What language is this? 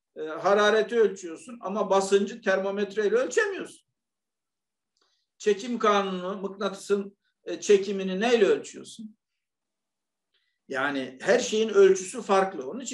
Turkish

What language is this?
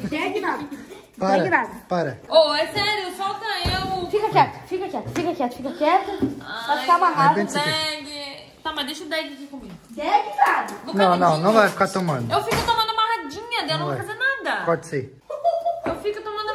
Portuguese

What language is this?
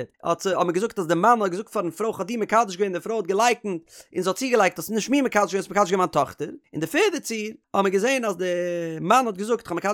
Yiddish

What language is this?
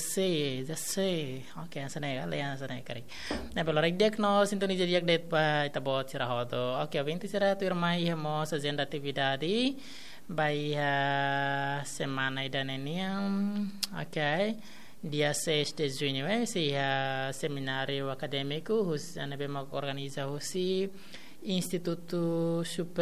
Tetum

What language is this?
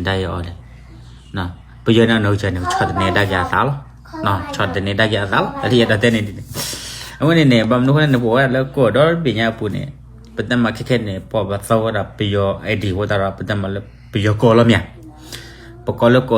S'gaw Karen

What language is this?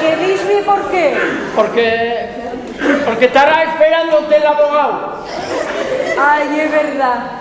Asturian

